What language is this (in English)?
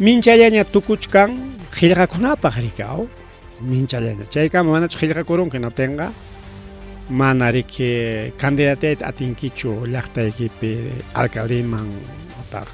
Ayacucho Quechua